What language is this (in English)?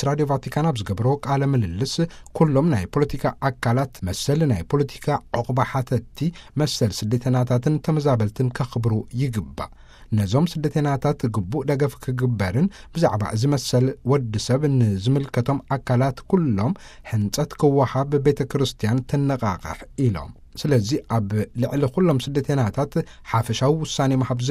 Tigrinya